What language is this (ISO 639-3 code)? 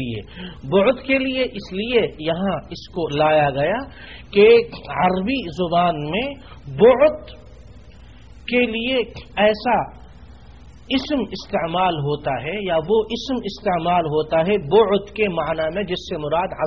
urd